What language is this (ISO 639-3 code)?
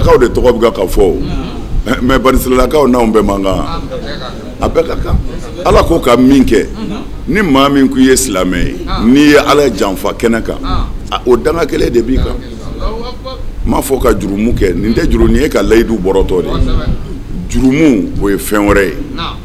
bam